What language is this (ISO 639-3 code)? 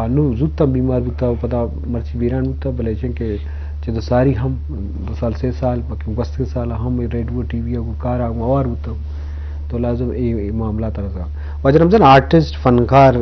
bgp